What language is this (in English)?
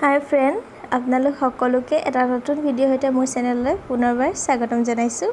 Assamese